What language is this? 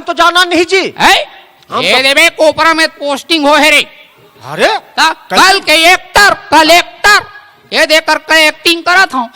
Chhattisgarhi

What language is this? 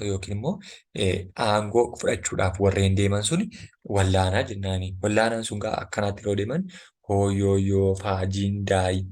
Oromo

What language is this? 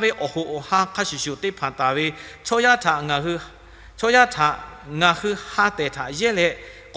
Lahu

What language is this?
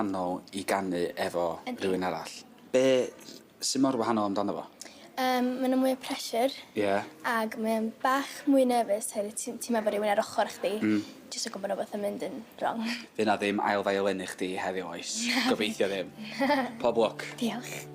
Welsh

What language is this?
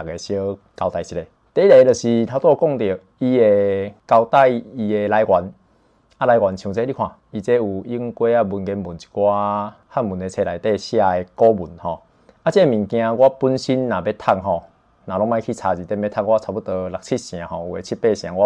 Min Nan Chinese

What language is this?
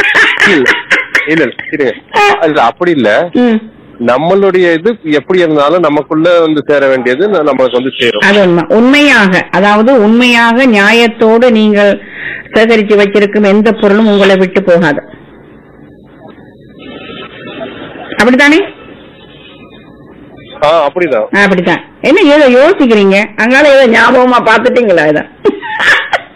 Tamil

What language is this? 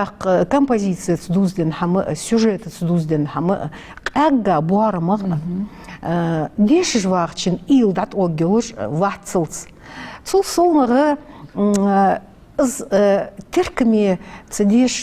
Ingush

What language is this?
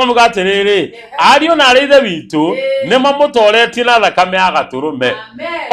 Kikuyu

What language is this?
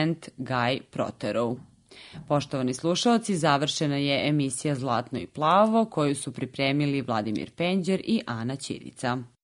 Serbian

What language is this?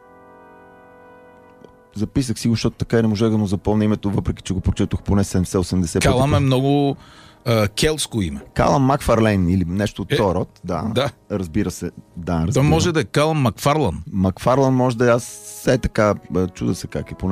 Bulgarian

